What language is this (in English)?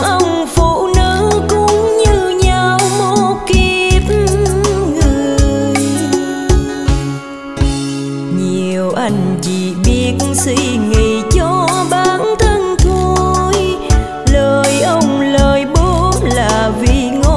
Vietnamese